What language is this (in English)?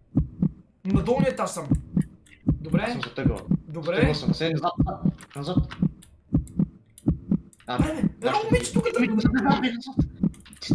Bulgarian